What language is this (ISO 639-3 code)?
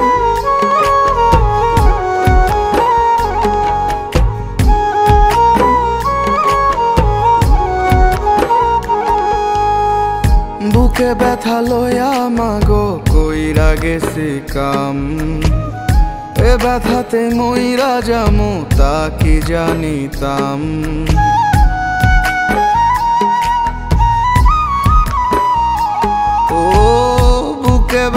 ben